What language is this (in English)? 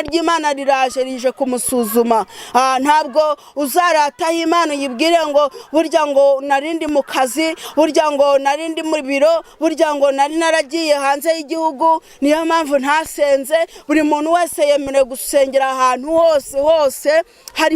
Kinyarwanda